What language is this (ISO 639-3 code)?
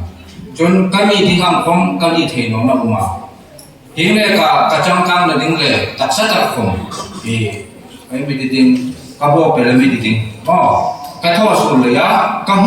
hmr